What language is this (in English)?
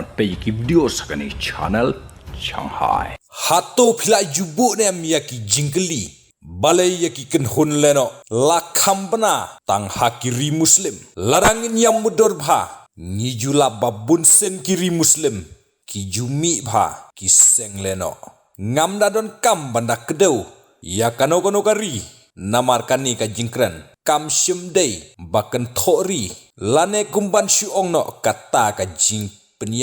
Khasi